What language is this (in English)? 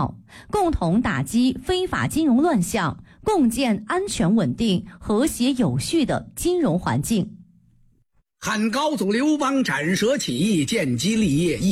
Chinese